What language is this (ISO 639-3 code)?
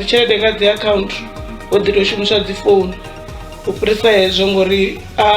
ven